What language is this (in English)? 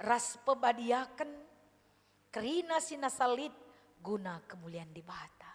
Batak Karo